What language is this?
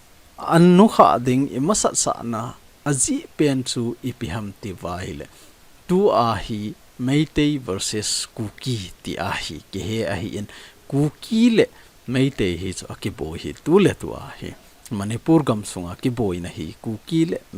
Thado Chin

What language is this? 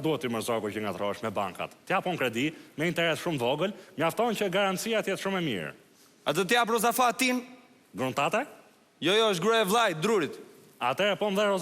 Albanian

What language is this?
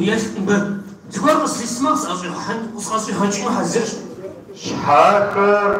Kabardian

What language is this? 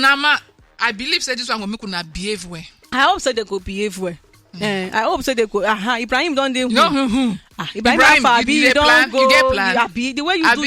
Nigerian Pidgin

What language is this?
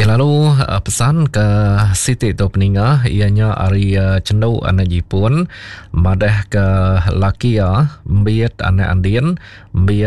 Iban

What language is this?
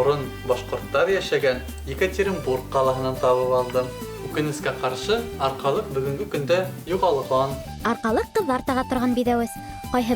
Bashkir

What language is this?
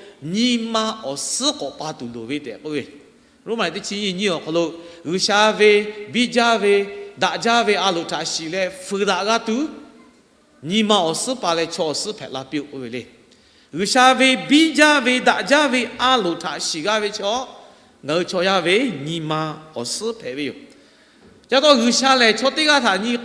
Lahu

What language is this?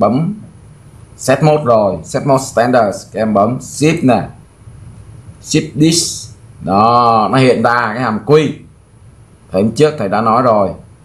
Vietnamese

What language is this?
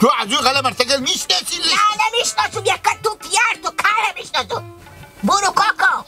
Hazaragi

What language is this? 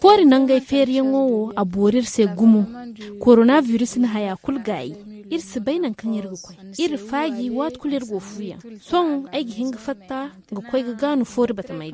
Zarma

